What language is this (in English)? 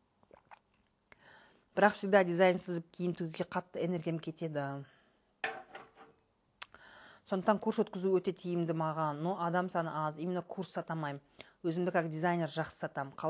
Kazakh